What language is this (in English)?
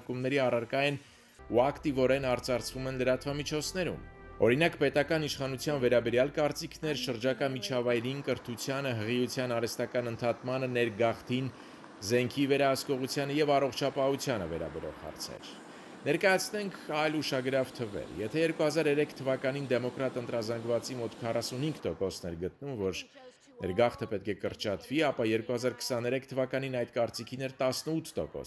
Armenian